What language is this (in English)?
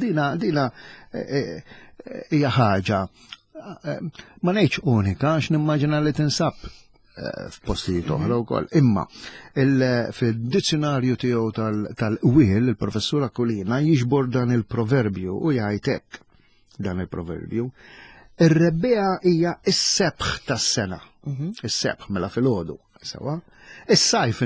Maltese